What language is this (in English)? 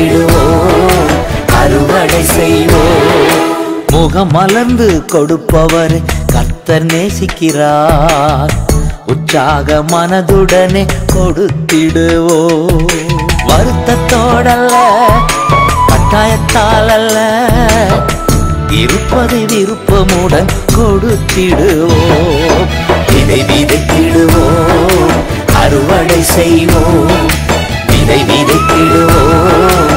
Tamil